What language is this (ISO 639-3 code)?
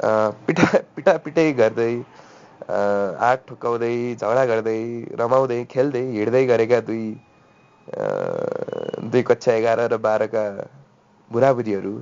nep